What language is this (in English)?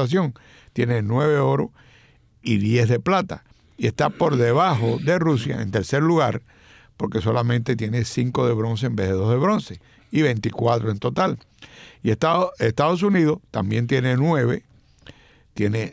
Spanish